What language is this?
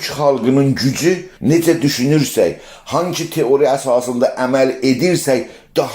South Azerbaijani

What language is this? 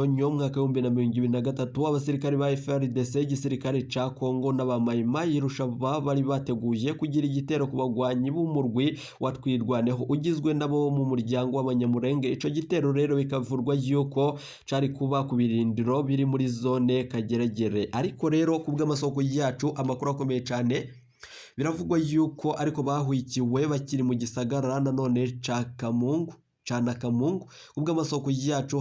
Rundi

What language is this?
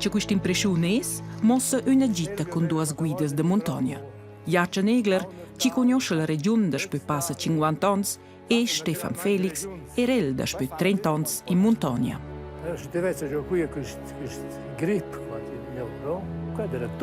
Romansh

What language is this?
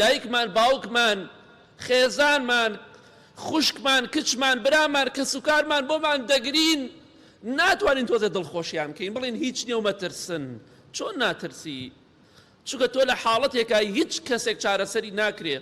Central Kurdish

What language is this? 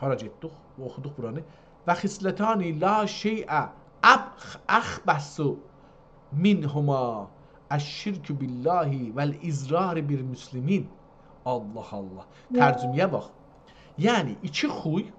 South Azerbaijani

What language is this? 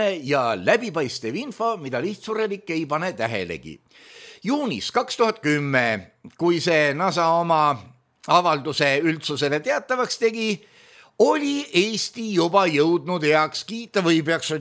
Estonian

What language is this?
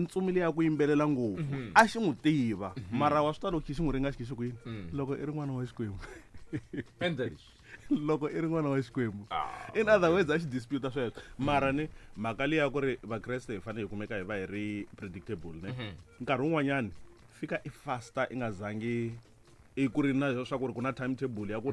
Tsonga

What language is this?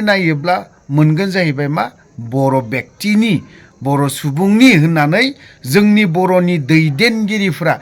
Bodo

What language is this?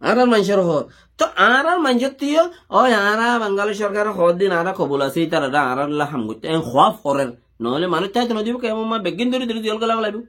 Rohingya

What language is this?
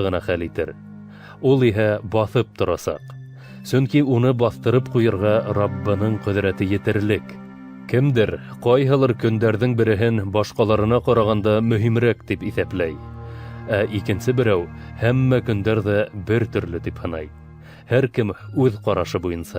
Bashkir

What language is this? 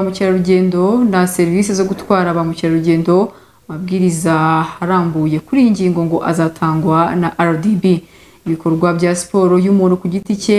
Kinyarwanda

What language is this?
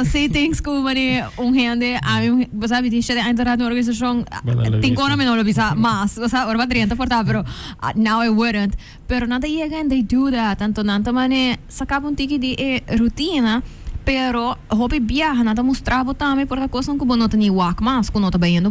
Papiamento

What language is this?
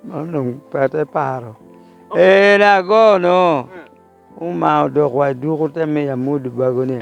Lango (Uganda)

